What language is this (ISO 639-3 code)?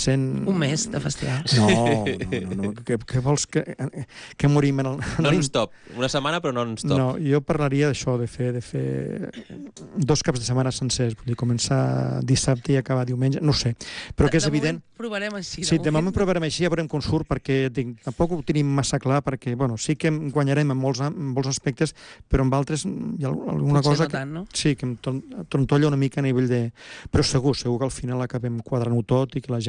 cat